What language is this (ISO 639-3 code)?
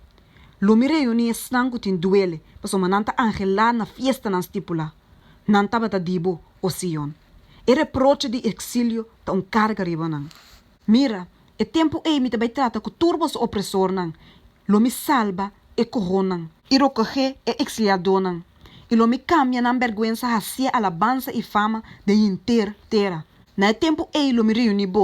pap